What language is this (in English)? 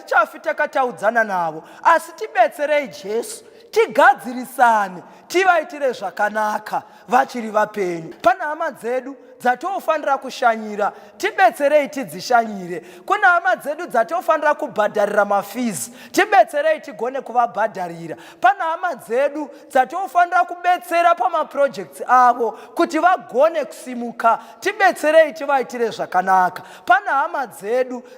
Shona